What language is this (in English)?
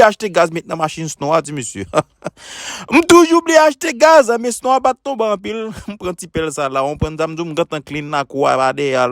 Haitian Creole